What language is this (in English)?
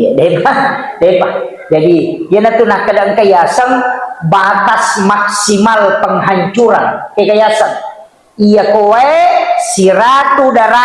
Buginese